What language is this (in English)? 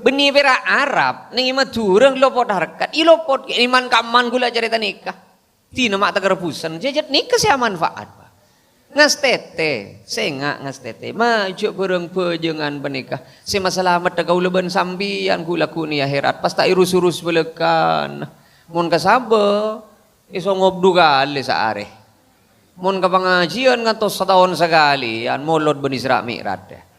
Madurese